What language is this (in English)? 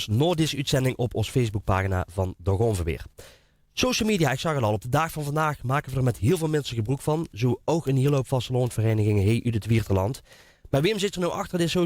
Limburgish